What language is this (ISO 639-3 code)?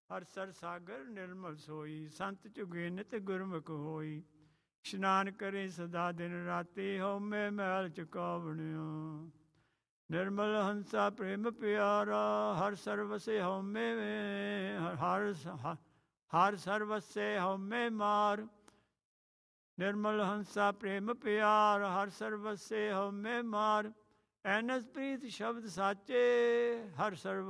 pan